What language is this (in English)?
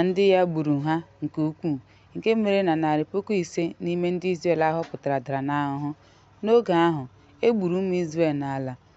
Igbo